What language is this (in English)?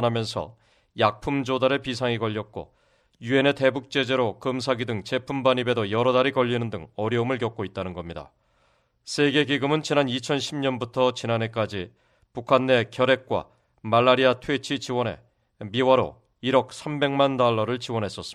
Korean